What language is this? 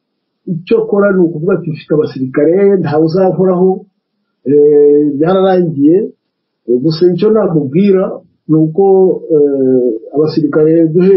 Kinyarwanda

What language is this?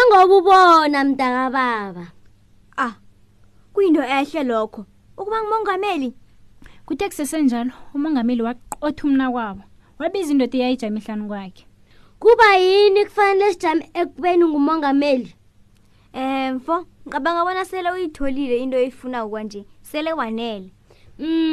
South Ndebele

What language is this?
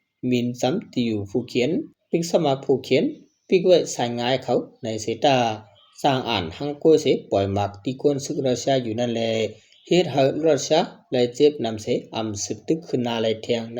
Shan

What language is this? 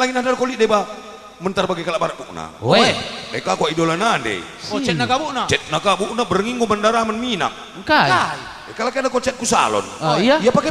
Batak Karo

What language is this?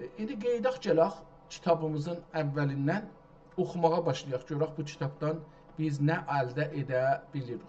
South Azerbaijani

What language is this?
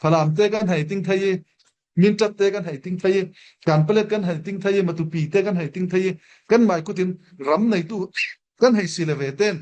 Falam Chin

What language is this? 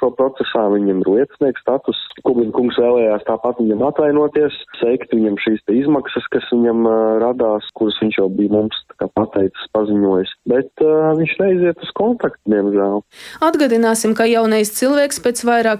Latvian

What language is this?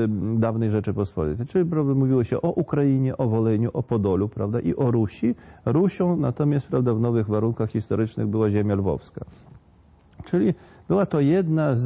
Polish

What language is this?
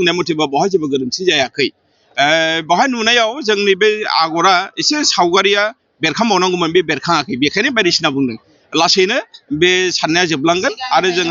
Bodo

